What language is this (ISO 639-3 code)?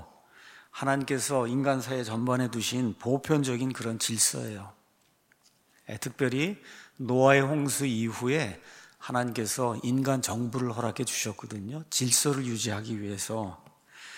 kor